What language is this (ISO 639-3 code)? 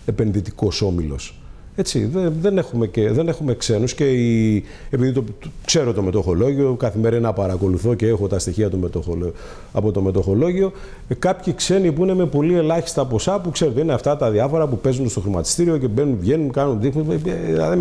ell